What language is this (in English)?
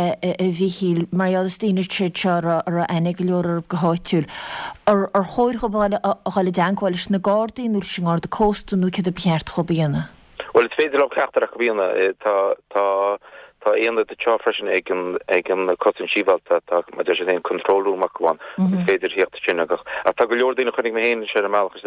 Irish